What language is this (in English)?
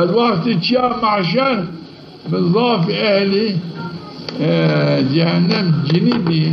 Zaza